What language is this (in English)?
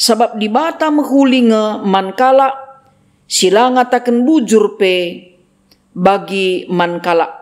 Batak Karo